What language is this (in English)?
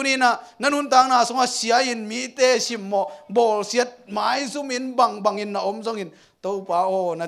Tedim Chin